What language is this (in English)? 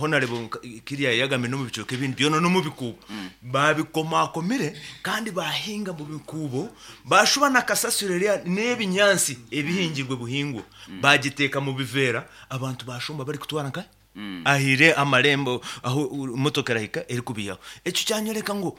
Nyankole